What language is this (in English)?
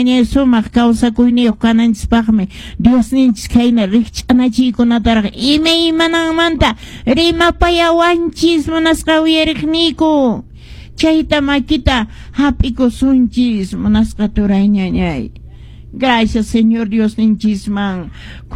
Quechua